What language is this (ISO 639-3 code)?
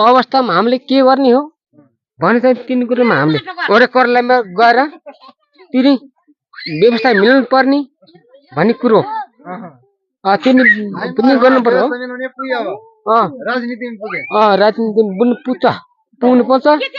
nep